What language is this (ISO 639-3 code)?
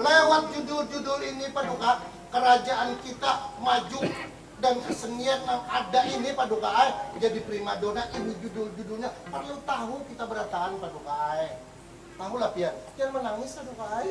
bjn